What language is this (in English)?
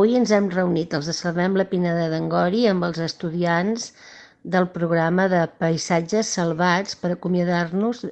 Catalan